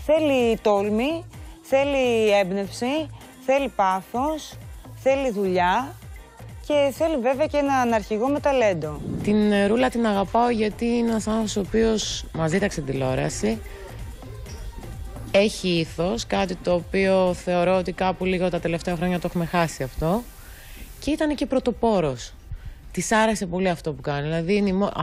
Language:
Greek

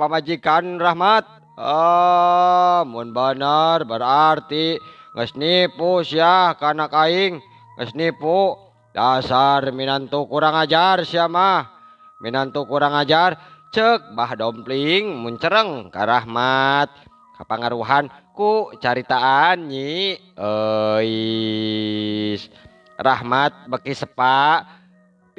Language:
Sundanese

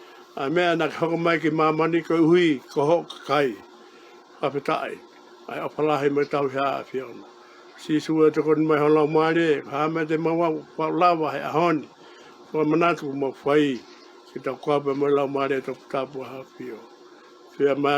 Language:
Tongan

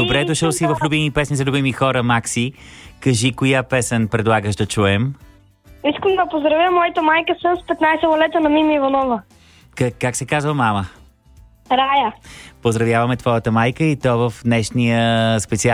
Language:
Bulgarian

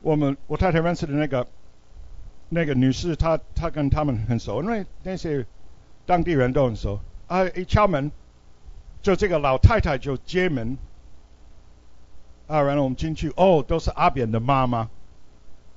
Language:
Chinese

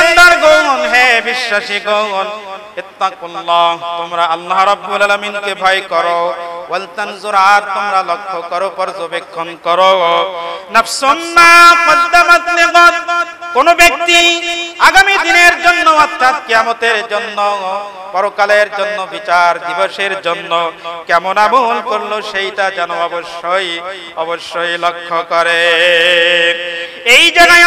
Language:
Bangla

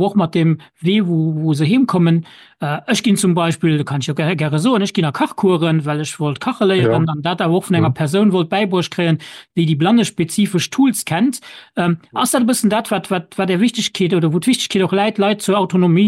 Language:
Luxembourgish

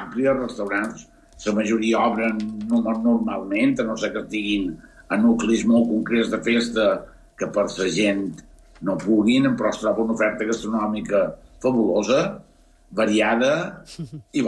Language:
Catalan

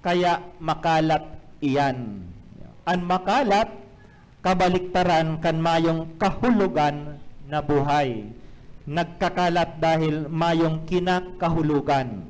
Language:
Bikol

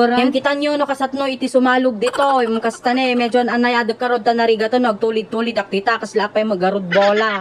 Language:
Iloko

